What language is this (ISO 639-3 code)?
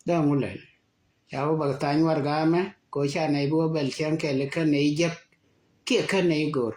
nus